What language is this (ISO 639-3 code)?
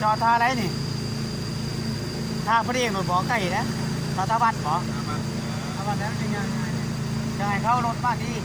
lao